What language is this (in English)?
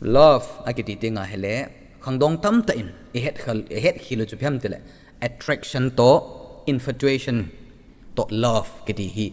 Thado Chin